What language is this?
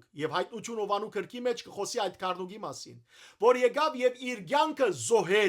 Western Armenian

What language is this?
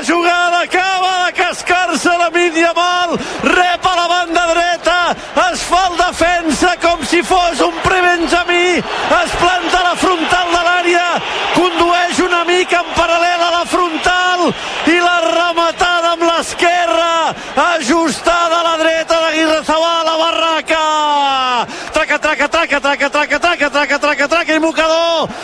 Catalan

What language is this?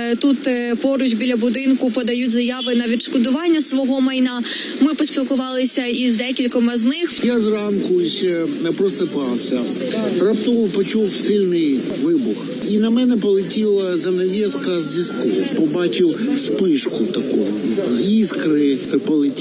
Ukrainian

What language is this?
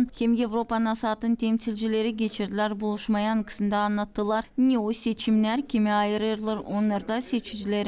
Gagauz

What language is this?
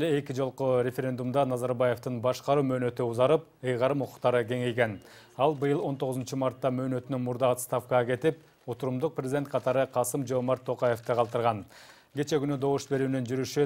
Kyrgyz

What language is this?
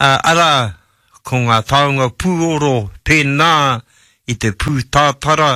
Māori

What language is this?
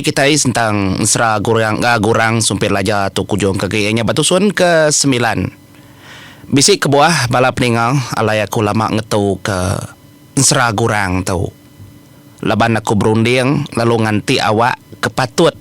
Iban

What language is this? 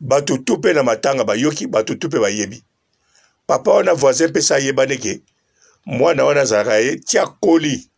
Lingala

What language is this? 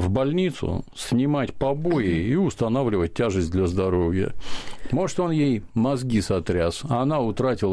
Russian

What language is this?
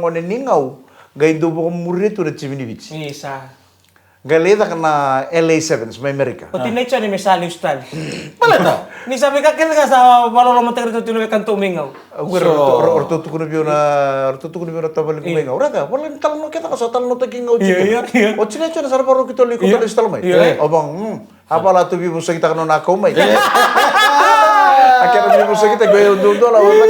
Fijian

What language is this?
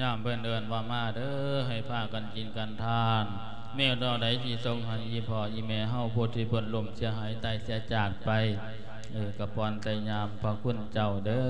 Lao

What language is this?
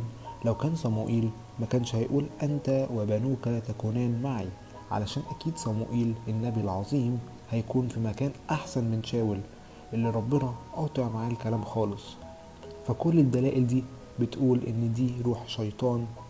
Egyptian Arabic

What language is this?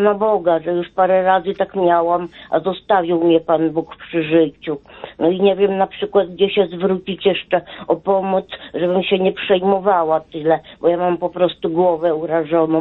Polish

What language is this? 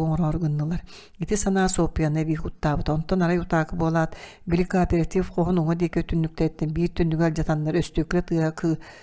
Yakut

